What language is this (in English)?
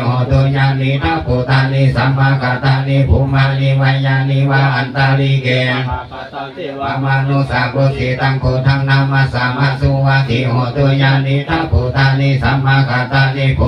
Pali